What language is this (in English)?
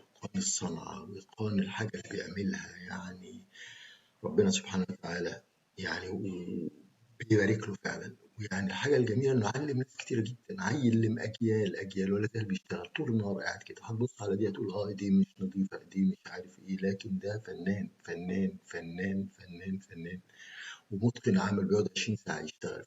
Egyptian Arabic